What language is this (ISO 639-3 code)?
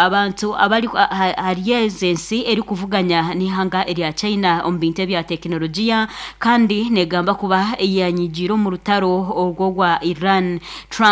nyn